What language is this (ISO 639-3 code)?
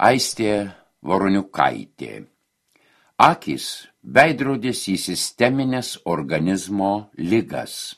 lit